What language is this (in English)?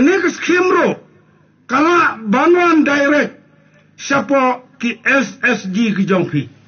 Khasi